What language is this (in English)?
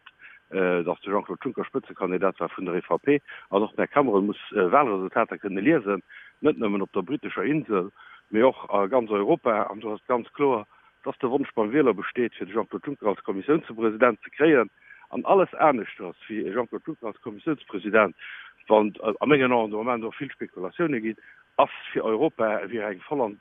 Luxembourgish